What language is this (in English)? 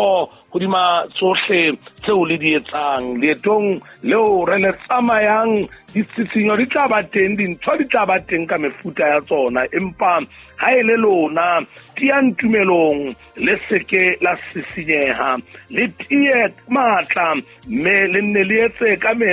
Southern Sotho